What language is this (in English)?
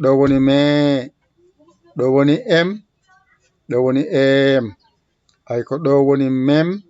Fula